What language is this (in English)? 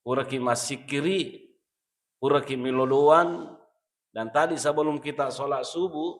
Buginese